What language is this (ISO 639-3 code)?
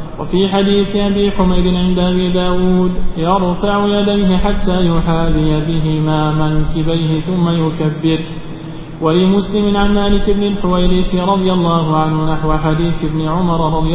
ara